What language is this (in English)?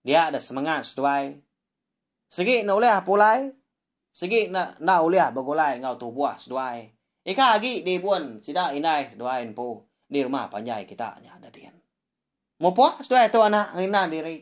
Iban